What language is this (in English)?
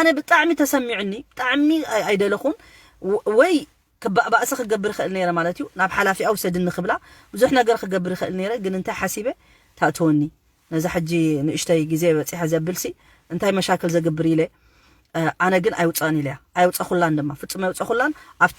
Tigrinya